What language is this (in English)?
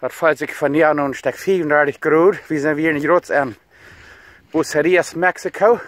Plautdietsch